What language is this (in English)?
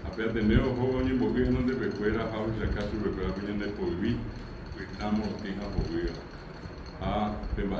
Guarani